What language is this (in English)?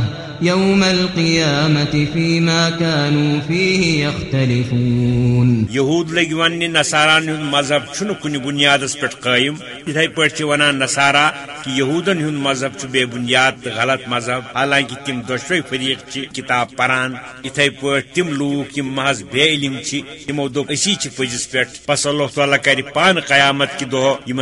Kashmiri